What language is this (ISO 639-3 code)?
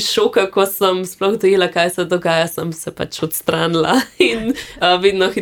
slv